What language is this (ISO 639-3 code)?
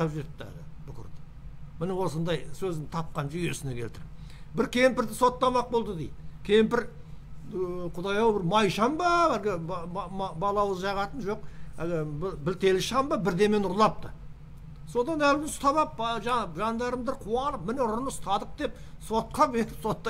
kaz